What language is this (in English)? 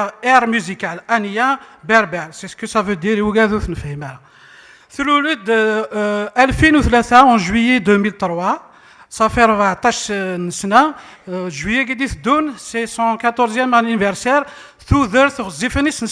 Kabyle